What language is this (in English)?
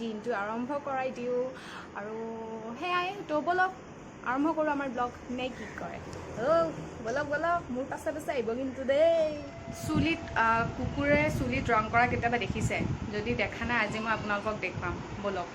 Assamese